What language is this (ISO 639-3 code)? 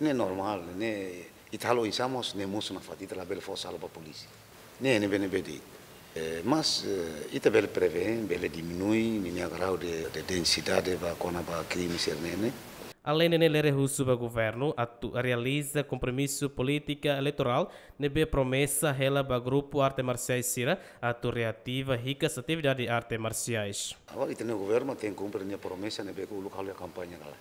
tet